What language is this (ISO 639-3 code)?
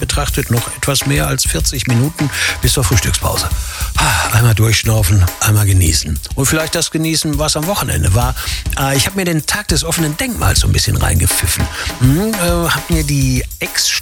deu